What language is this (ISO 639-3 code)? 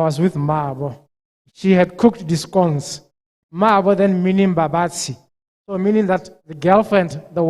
tsn